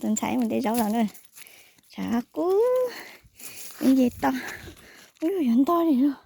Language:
Hmong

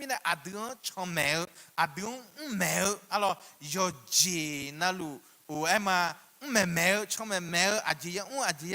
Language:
Akha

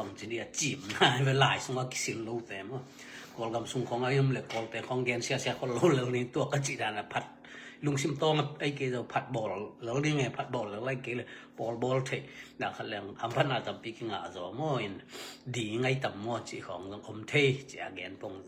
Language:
Tedim Chin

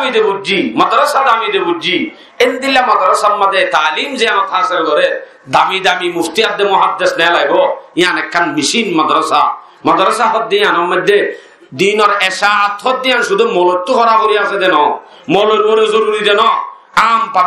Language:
Rohingya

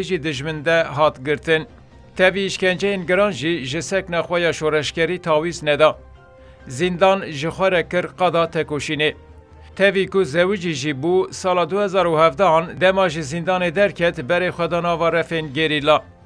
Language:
Kurdish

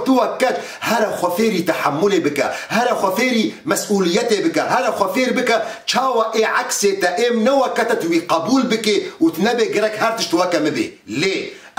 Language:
Kurdish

